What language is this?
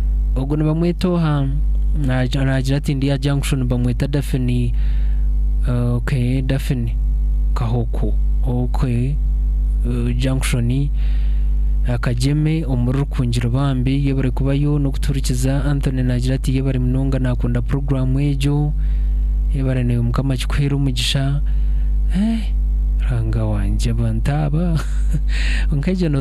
Nyankole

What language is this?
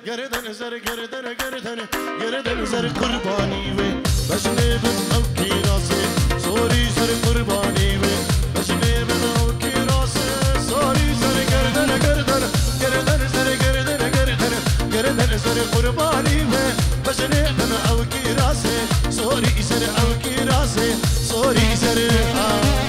Kurdish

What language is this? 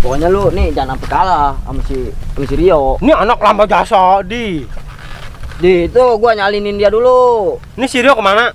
Betawi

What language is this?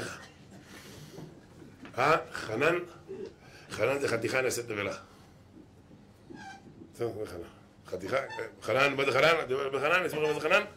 Hebrew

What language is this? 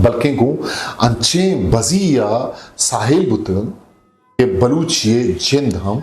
Eastern Balochi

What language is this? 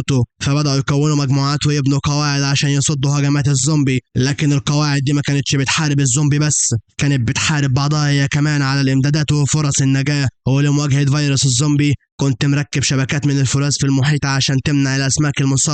Egyptian Arabic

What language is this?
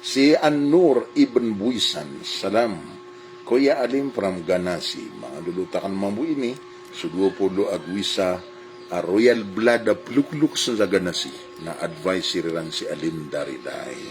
Maranao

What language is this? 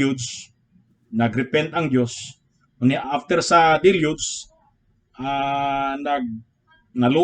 Cebuano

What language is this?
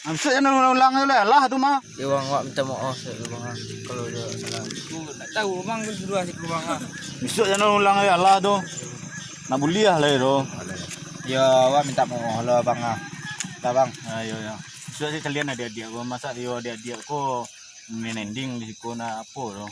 Minangkabau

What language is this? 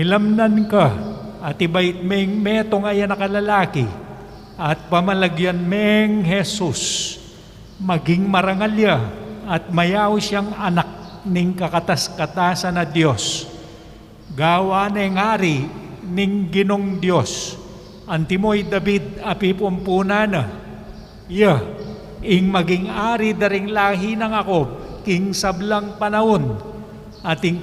Pampanga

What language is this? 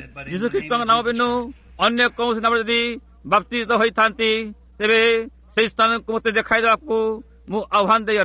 Odia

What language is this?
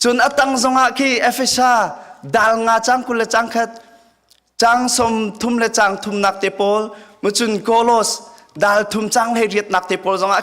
Hakha Chin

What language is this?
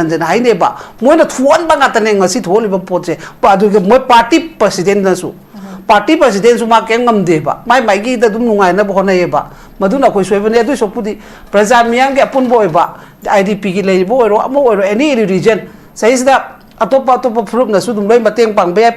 Manipuri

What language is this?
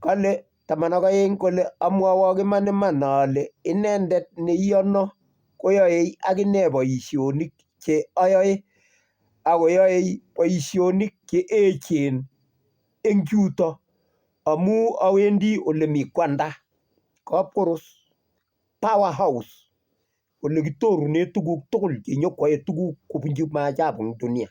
Kalenjin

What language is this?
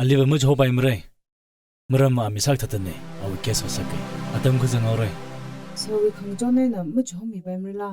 Tangkhul Naga (India)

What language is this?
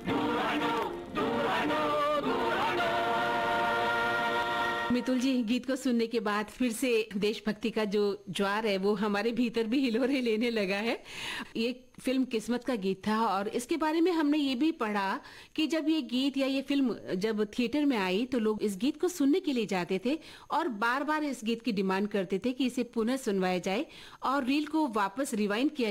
Hindi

